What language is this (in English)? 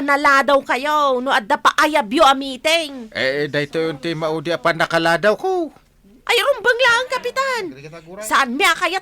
Iloko